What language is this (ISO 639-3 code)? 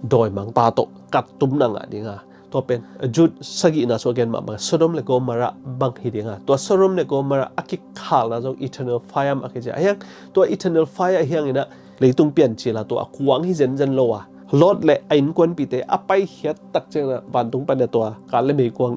ctd